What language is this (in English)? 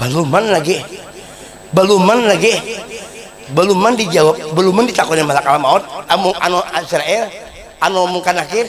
Banjar